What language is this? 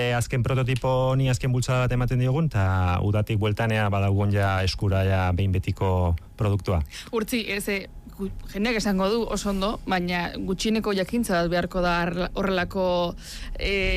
Basque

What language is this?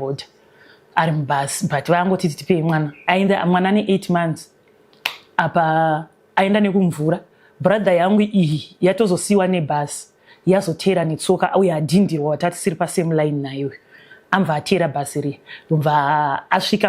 Shona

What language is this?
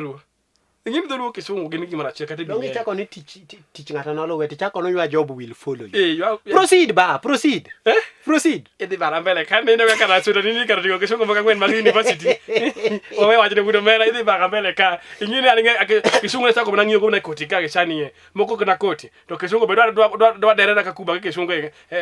Luo (Kenya and Tanzania)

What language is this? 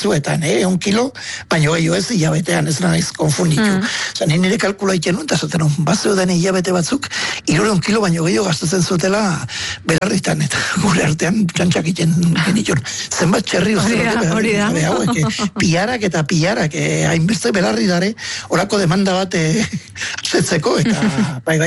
Basque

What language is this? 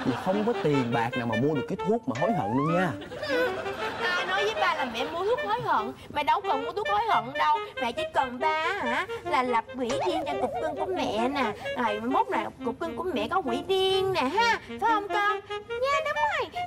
Vietnamese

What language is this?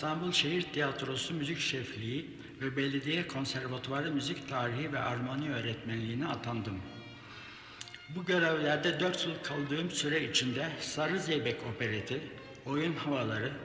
Turkish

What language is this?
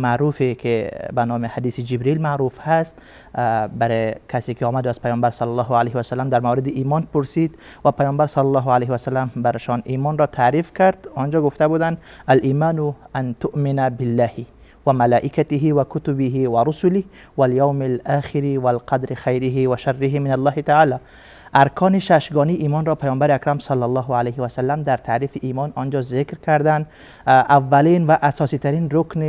Persian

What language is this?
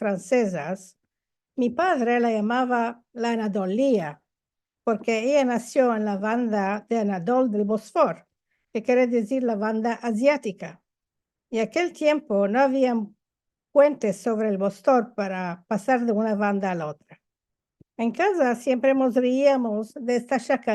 Ladino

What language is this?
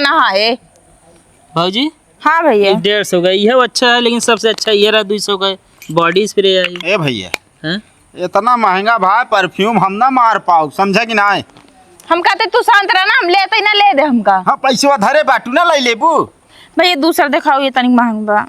Awadhi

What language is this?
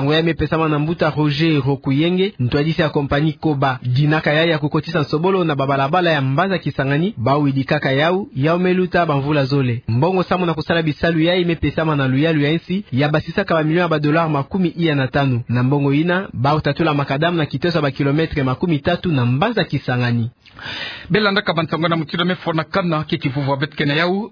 Kituba (Democratic Republic of Congo)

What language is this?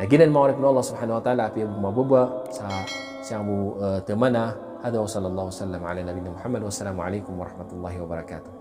Maranao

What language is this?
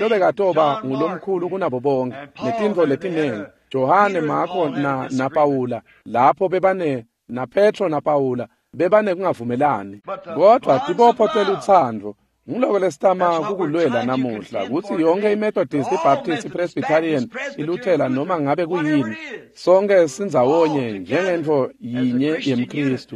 Swati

